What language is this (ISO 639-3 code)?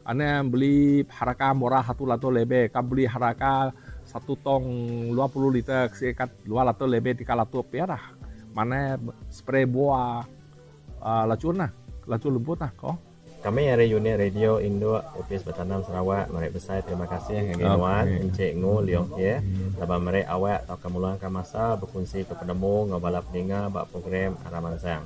iba